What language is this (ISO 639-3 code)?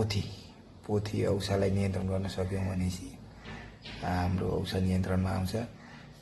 nep